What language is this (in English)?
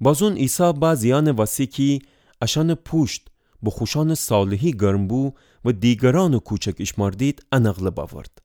Gilaki